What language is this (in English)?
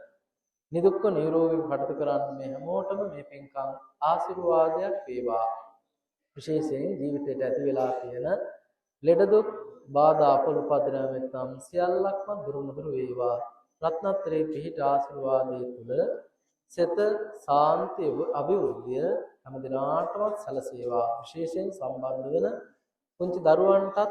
Sinhala